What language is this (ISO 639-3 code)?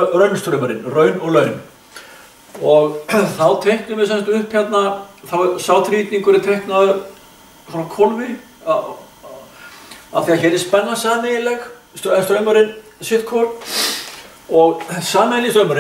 isl